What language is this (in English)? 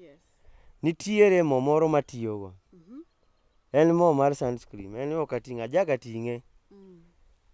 Luo (Kenya and Tanzania)